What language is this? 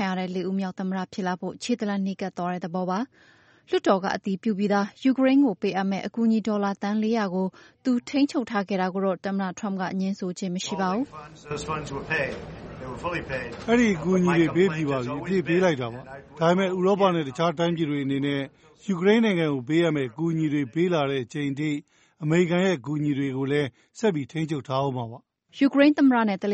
Burmese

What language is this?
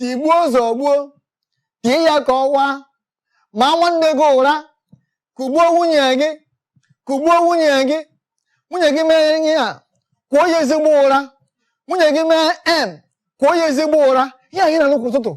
Igbo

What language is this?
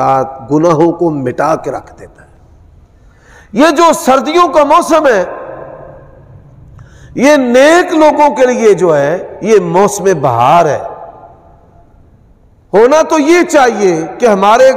Urdu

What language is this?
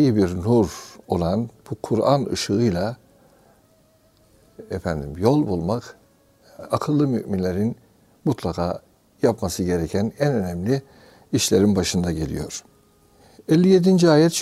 Turkish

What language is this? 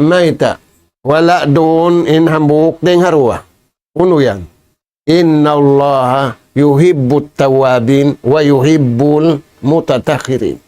Tausug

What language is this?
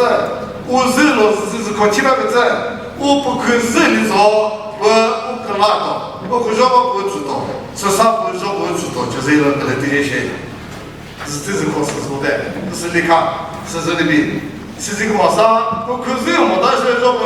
Chokri Naga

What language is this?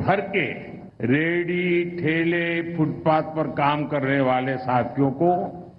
Mizo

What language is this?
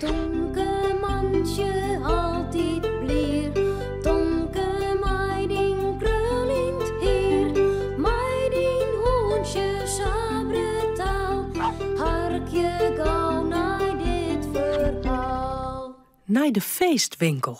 Western Frisian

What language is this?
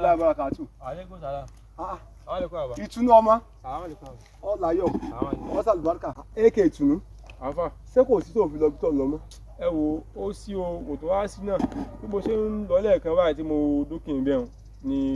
Yoruba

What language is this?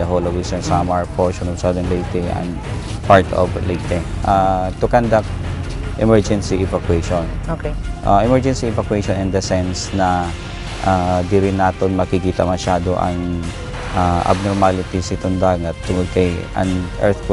Waray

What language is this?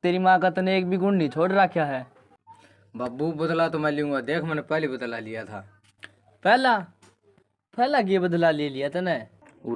Haryanvi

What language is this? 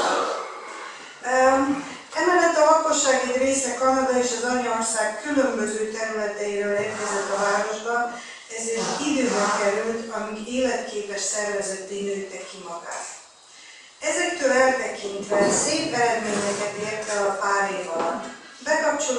Hungarian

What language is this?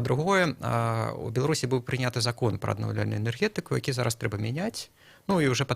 Belarusian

